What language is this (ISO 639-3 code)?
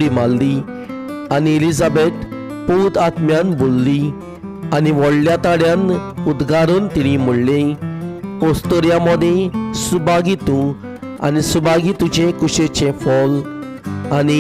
kok